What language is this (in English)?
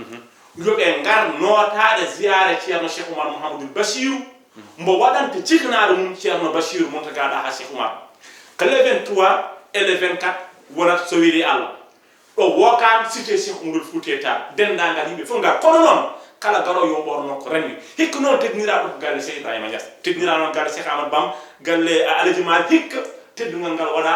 Fula